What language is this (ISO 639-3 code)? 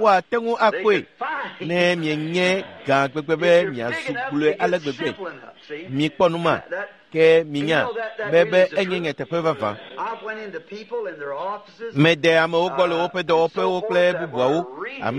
ewe